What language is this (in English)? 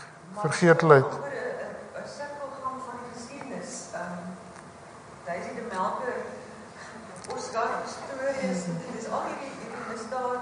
Afrikaans